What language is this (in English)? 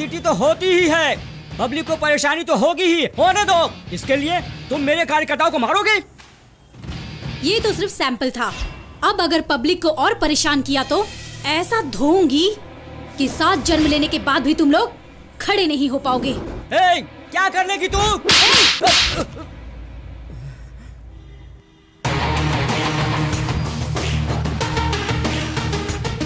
Hindi